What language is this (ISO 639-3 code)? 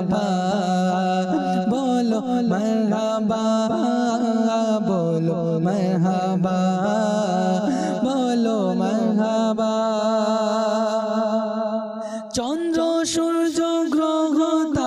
ben